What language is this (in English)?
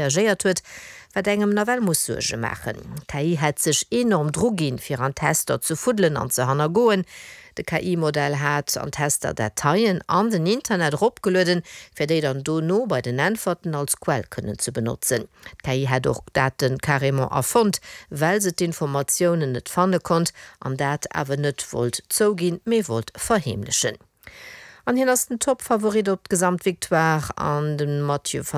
Luxembourgish